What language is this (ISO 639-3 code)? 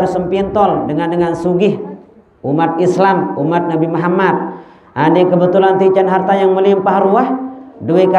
sas